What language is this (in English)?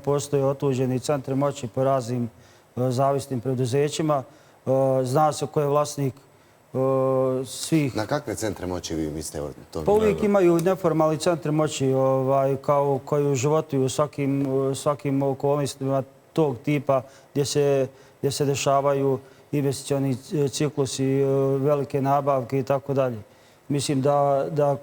Bosnian